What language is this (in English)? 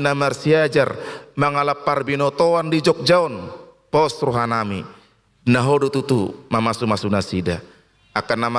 Batak Toba